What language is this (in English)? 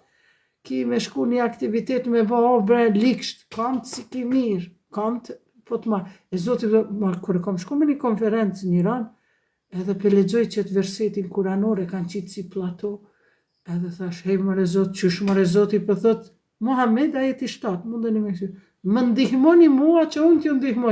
Albanian